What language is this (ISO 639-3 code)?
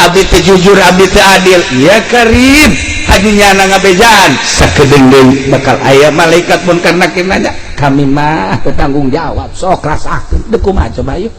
sun